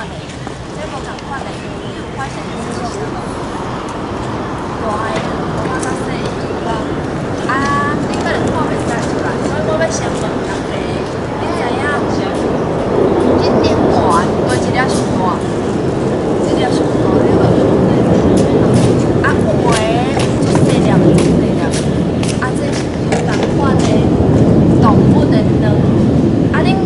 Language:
Min Nan Chinese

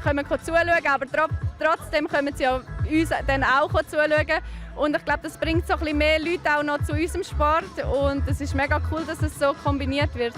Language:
Romansh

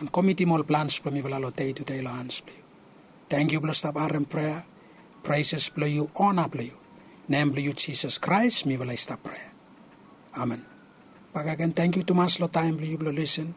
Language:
Bislama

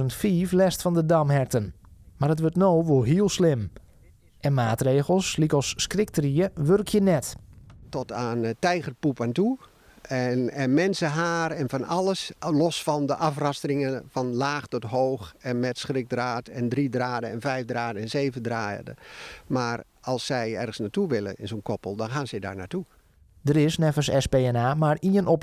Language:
Western Frisian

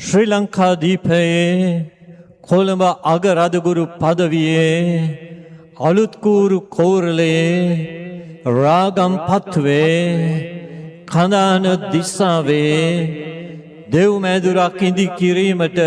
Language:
Sinhala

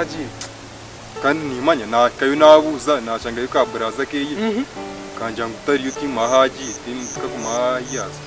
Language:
Nyankole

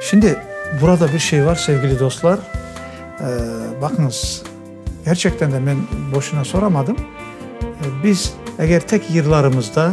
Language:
Crimean Tatar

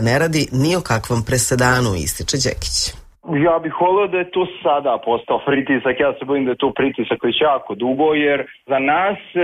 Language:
Serbian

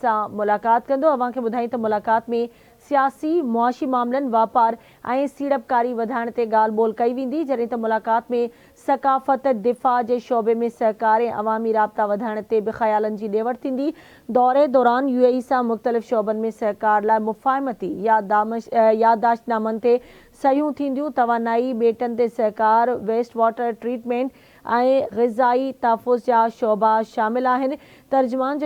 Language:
Sindhi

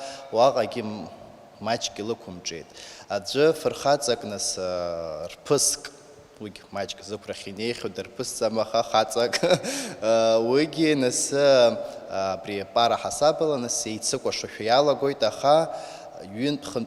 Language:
Abkhazian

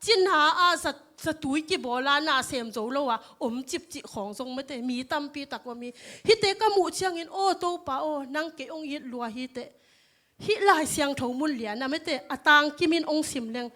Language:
Tedim Chin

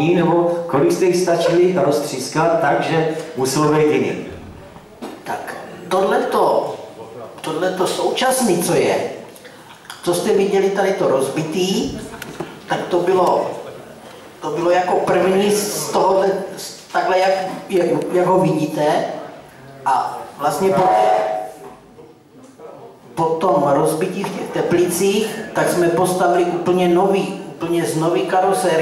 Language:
Czech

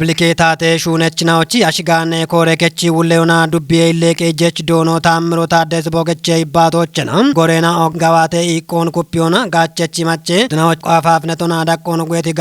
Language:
Kafa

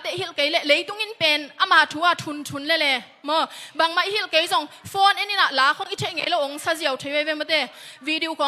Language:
Tedim Chin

